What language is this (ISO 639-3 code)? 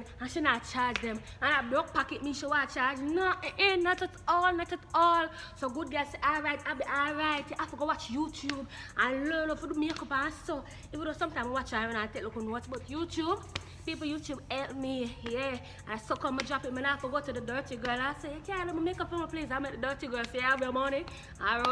jam